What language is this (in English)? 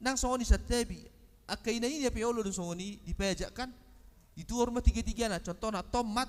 Batak Toba